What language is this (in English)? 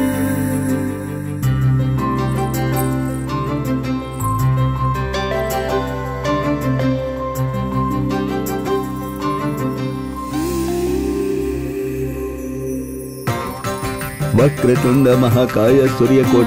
Bhojpuri